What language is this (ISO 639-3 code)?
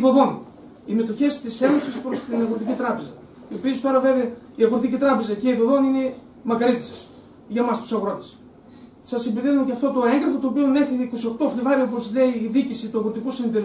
ell